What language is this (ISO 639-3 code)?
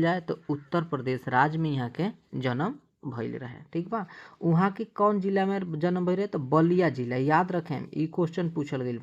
bho